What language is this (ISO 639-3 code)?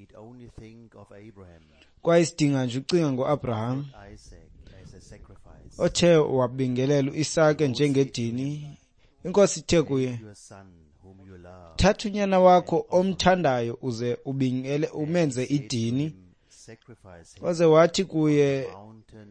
xho